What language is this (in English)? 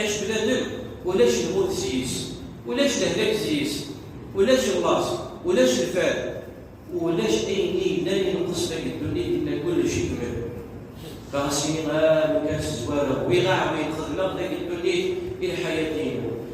Kabyle